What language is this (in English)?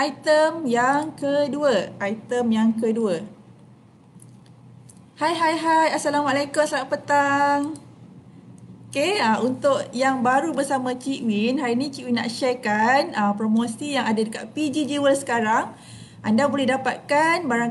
Malay